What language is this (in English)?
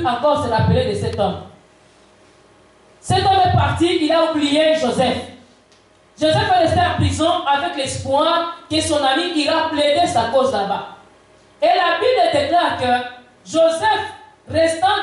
French